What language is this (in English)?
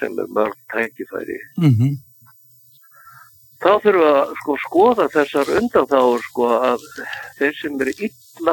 Icelandic